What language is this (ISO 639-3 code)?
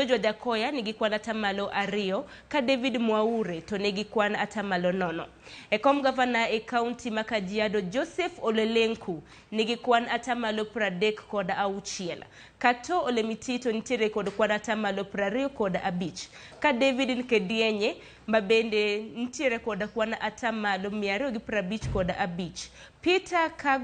luo